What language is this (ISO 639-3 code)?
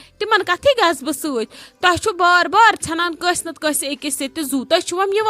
kas